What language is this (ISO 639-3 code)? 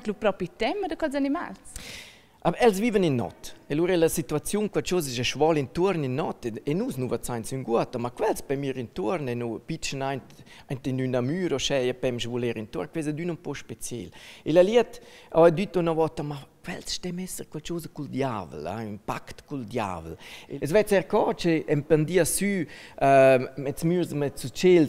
roh